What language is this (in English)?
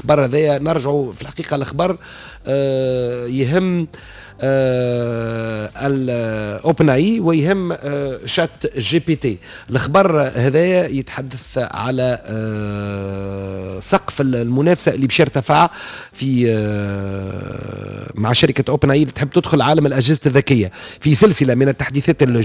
Tunisian Arabic